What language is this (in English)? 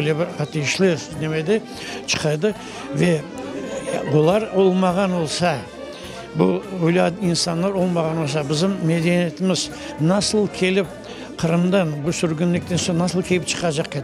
Crimean Tatar